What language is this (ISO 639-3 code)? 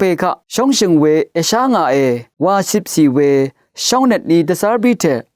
raw